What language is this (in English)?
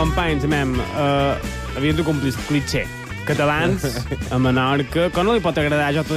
Catalan